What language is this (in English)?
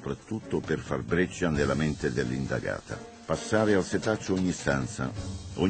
Italian